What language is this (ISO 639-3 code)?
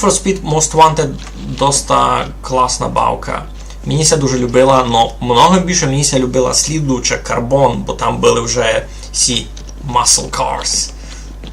rue